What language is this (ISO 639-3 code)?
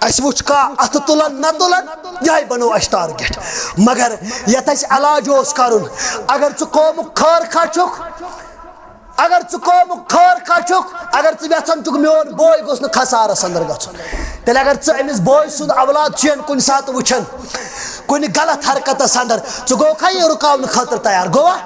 kas